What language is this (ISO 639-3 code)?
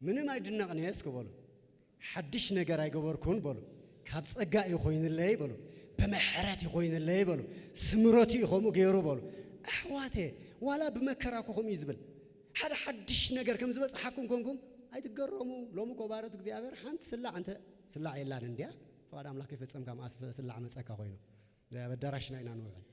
tir